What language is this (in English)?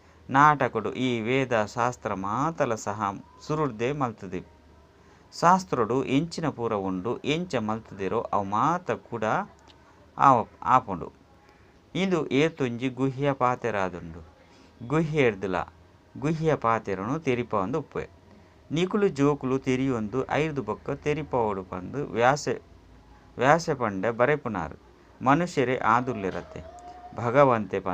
Tulu